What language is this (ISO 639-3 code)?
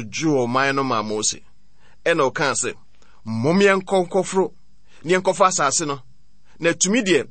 aka